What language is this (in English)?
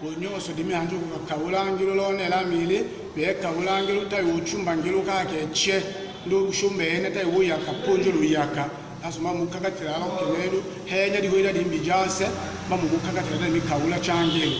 Tetela